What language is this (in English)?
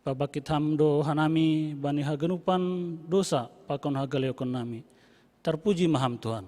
Batak Simalungun